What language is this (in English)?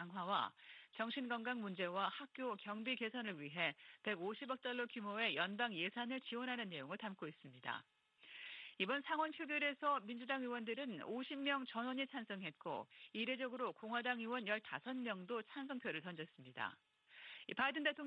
Korean